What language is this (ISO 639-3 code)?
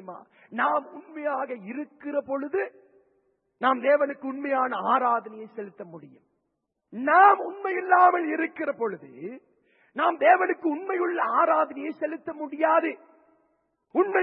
tam